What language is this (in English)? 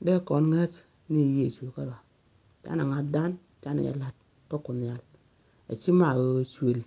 Nuer